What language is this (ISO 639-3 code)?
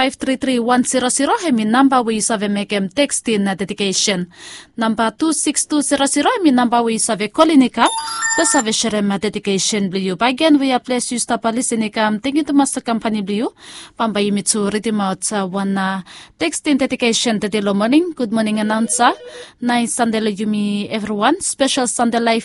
bis